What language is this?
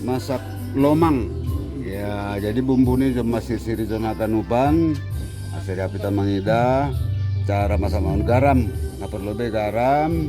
Batak Simalungun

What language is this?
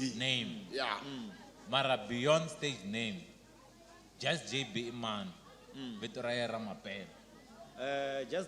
Tsonga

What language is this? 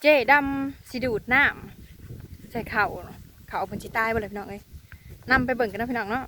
Northeastern Thai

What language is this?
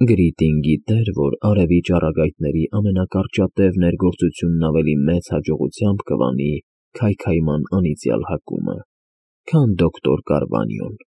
Armenian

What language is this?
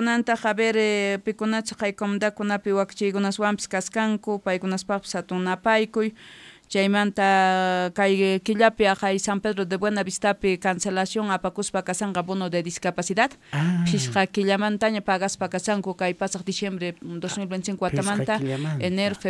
South Bolivian Quechua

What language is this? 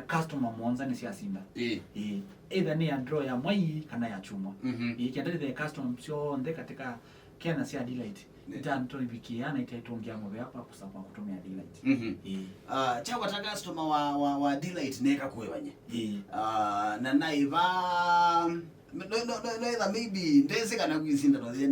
Kamba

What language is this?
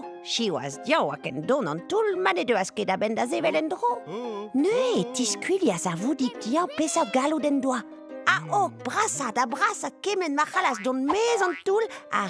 Breton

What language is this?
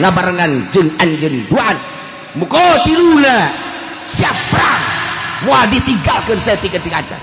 Sundanese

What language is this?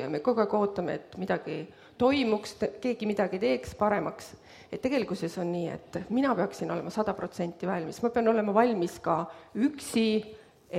Estonian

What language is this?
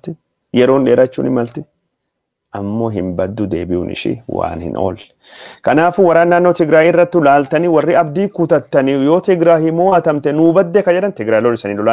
Oromo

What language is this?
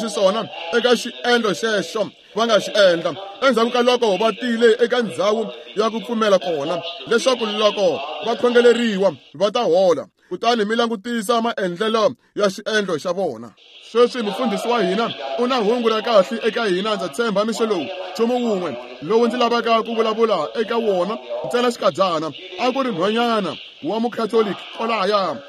Tsonga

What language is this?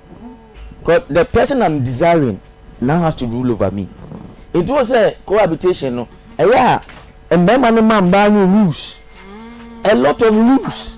Akan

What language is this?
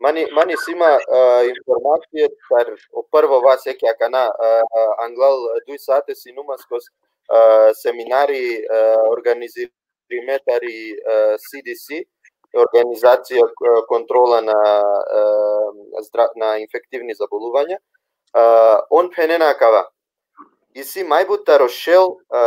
Balkan Romani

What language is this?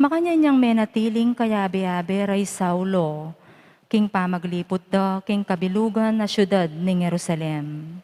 Pampanga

